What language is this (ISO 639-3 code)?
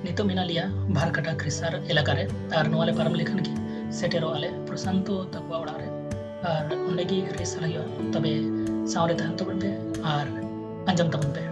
sat